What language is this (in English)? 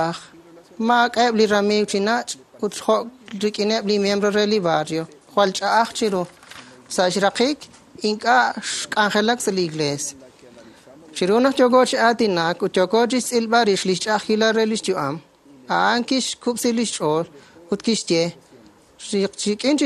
Kekchí